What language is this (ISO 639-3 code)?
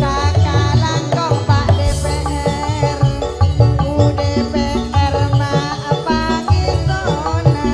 mad